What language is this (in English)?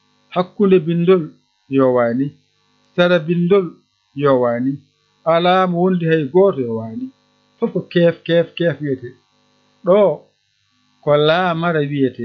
Fula